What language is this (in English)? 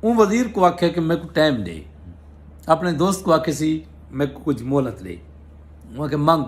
Saraiki